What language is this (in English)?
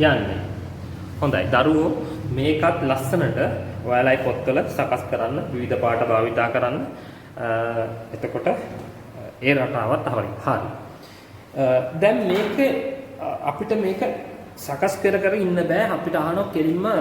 Sinhala